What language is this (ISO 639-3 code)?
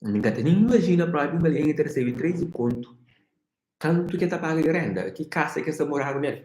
kea